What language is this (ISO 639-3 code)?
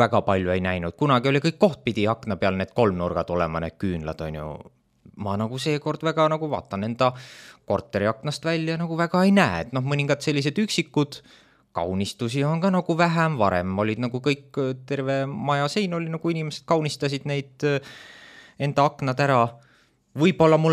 est